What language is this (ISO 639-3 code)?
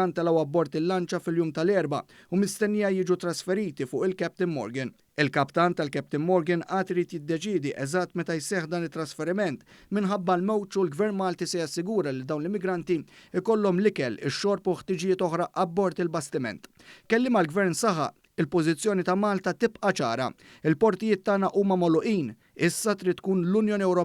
mlt